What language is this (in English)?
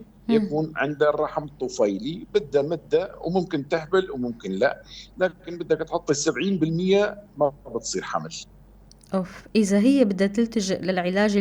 North Levantine Arabic